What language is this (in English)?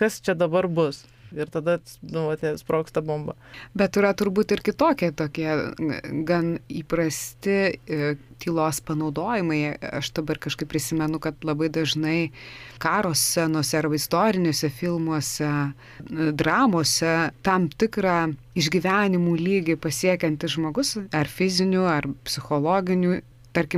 Lithuanian